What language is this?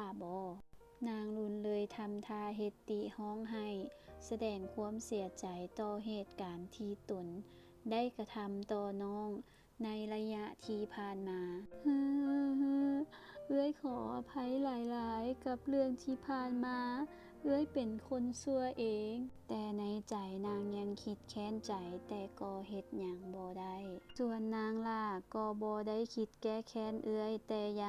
Lao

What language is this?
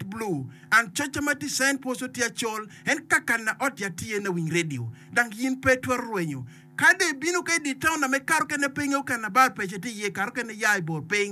Acoli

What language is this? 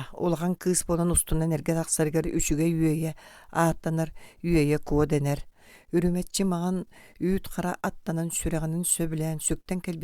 Yakut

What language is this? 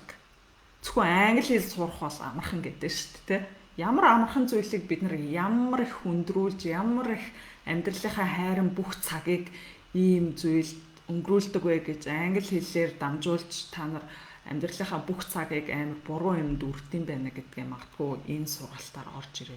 Mongolian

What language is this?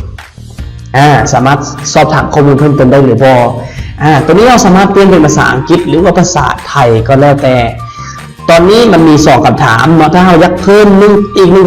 Lao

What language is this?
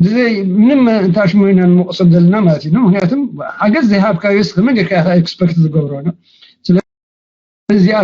Tigrinya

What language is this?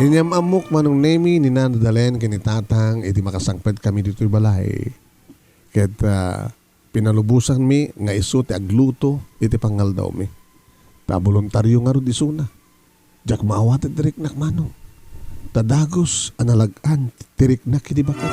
Iloko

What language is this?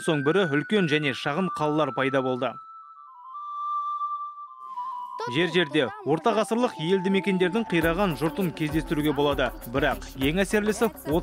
Kazakh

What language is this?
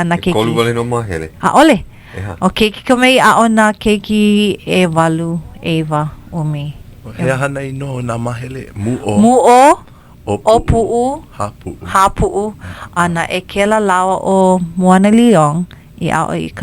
Hawaiian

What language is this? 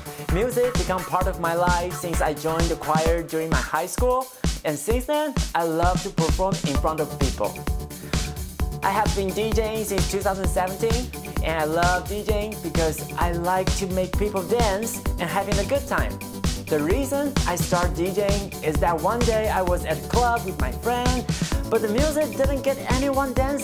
English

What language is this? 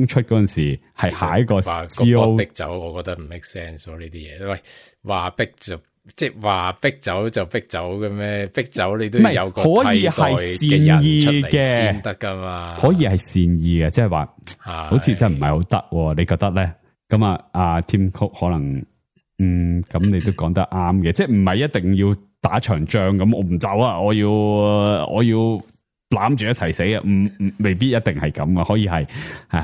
Cantonese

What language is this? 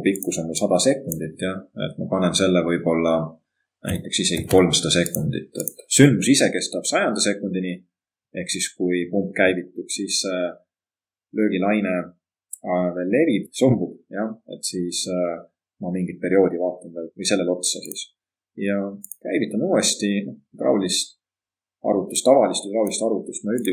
Estonian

